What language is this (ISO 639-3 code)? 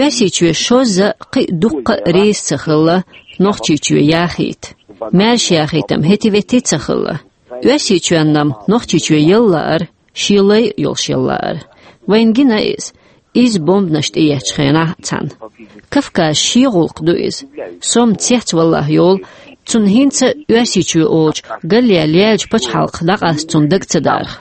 che